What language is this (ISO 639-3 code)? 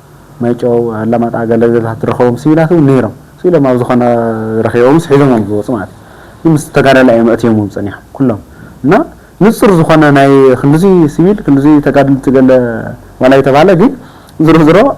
tir